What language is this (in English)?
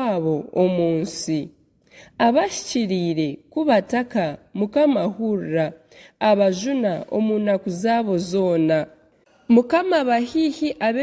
Nyankole